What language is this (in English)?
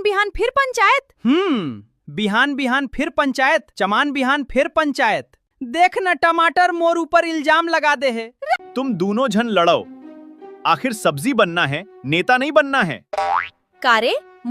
Chhattisgarhi